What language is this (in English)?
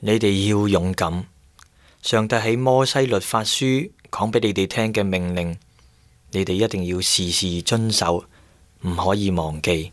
Cantonese